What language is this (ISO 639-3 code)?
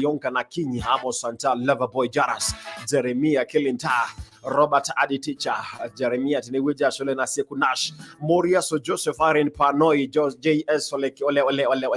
mas